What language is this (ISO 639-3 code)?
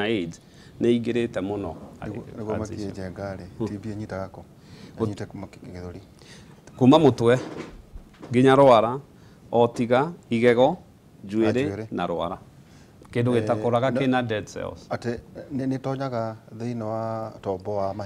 kik